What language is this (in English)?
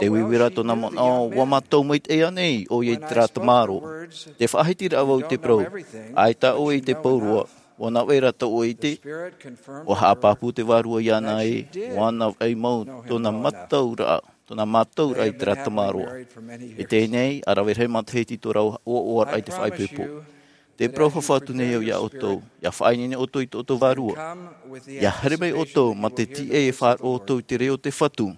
Tahitian